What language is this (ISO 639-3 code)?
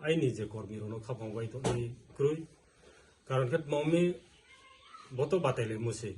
ria